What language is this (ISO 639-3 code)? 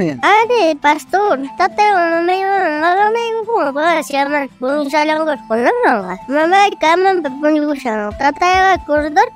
quh